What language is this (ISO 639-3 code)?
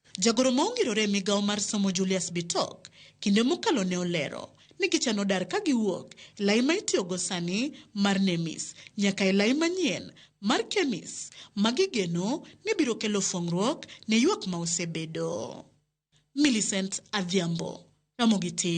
luo